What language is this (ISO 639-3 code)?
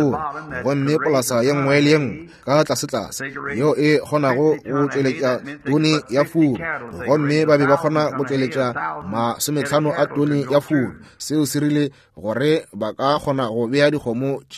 nso